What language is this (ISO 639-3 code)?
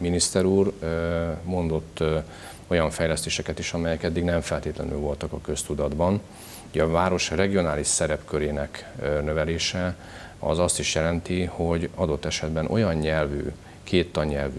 hun